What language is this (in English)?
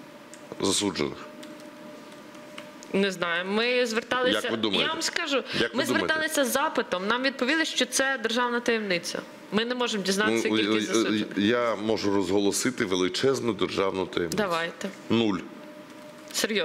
Ukrainian